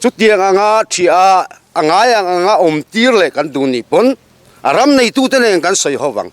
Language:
Mizo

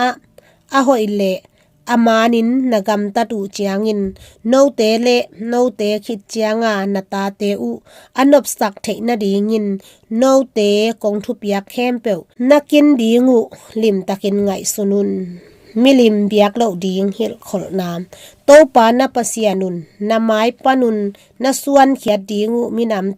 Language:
Tedim Chin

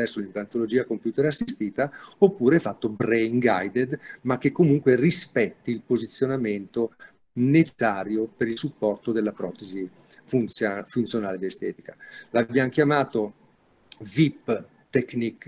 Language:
Italian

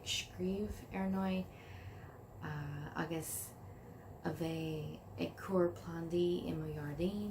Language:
Irish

